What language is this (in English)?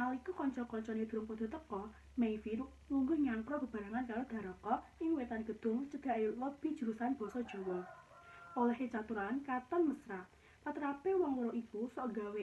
Javanese